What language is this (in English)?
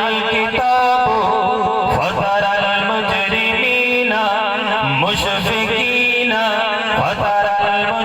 Saraiki